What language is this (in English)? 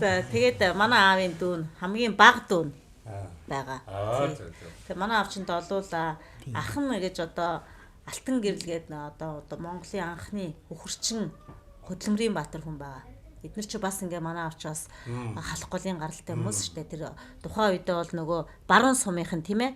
Mongolian